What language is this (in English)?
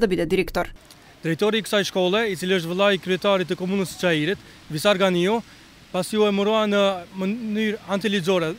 Macedonian